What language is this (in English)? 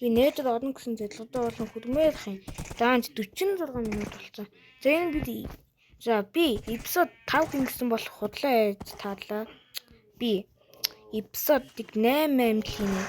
Mongolian